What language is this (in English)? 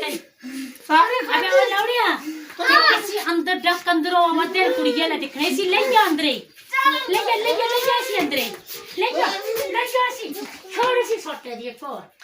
Dogri